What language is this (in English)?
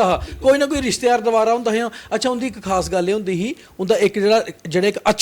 Dogri